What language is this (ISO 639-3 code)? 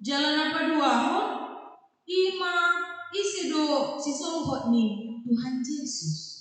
bbc